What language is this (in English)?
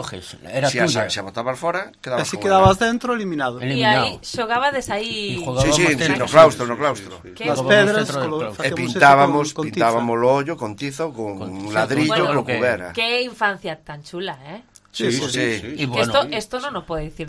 Galician